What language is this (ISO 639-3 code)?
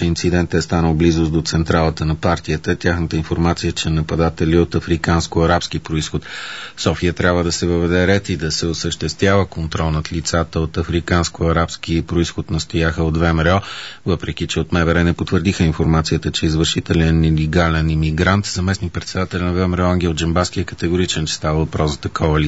bul